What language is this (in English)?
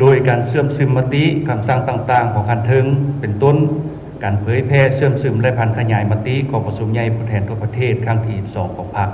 Lao